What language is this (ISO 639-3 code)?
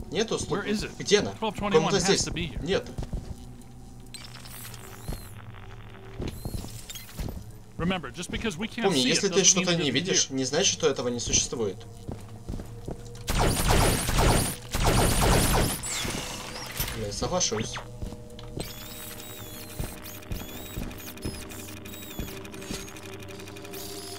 rus